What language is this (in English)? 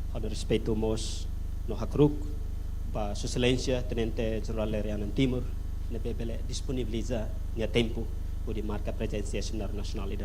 Tetum